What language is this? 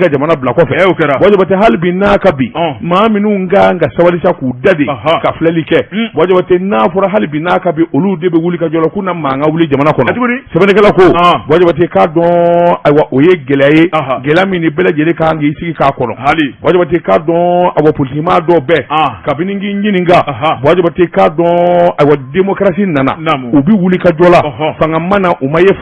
Bambara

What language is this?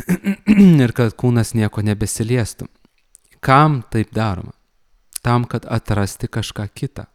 Lithuanian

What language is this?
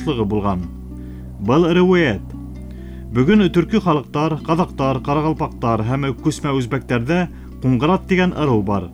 Bashkir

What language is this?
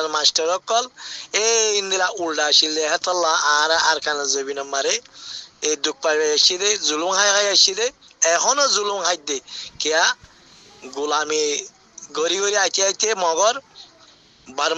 Rohingya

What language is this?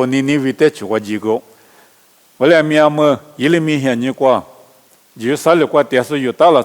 Lisu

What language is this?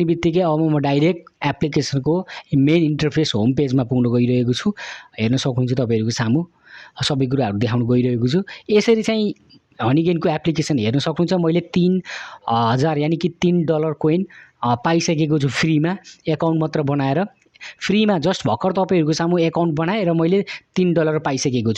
Nepali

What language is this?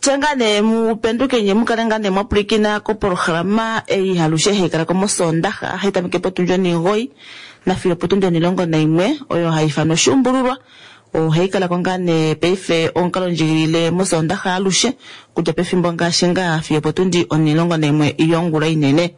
Kuanyama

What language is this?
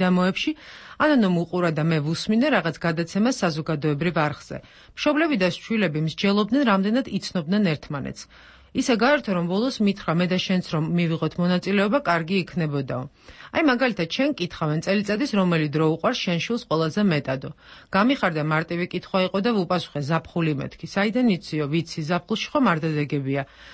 Georgian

